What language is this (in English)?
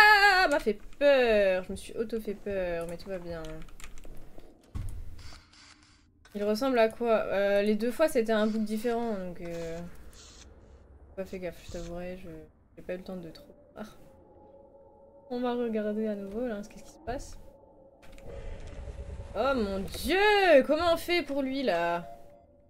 French